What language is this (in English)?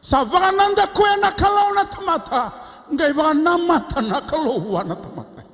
Fijian